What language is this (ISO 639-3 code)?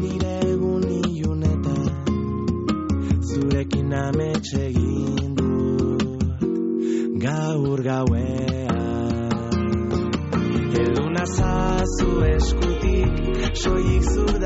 eus